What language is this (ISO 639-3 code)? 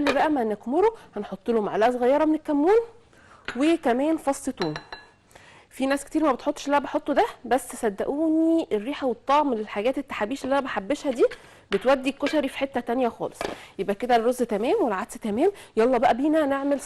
arz